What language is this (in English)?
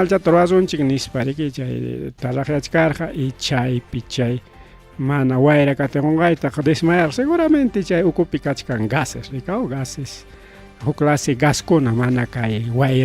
Ayacucho Quechua